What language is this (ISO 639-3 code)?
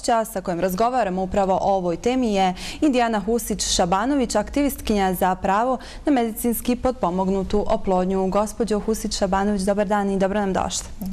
bos